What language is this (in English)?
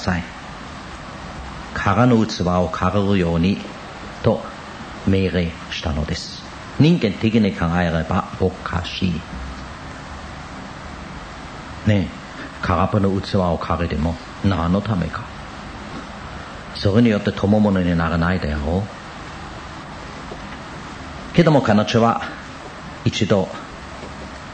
Japanese